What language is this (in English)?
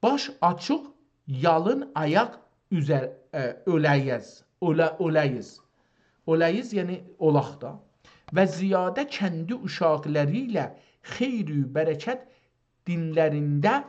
South Azerbaijani